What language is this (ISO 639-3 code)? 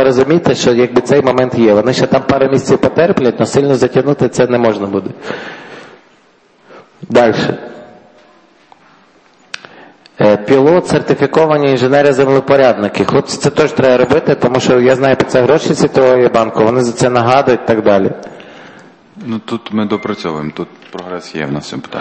ukr